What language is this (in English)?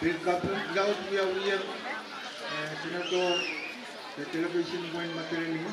Pohnpeian